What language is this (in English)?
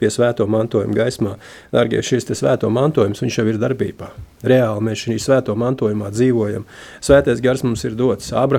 Latvian